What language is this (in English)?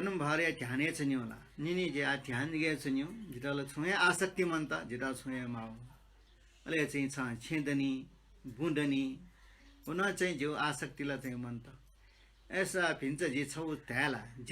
Newari